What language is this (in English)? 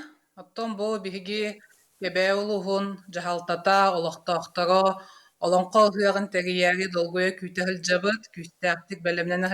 Yakut